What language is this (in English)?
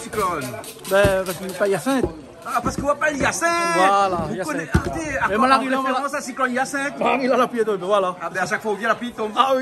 Réunion Creole French